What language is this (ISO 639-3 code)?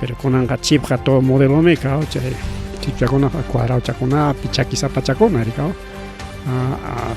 quy